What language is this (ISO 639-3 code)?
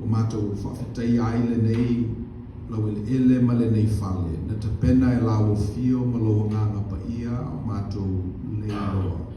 smo